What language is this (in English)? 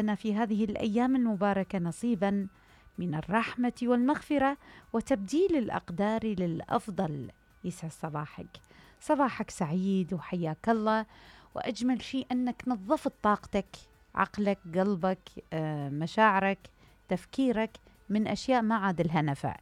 Mesopotamian Arabic